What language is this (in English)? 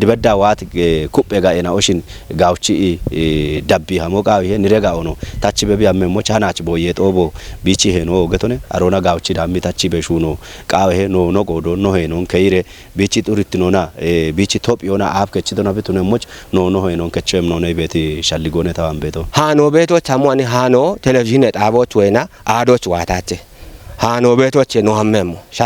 Kafa